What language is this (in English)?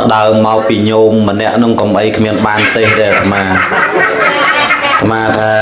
Khmer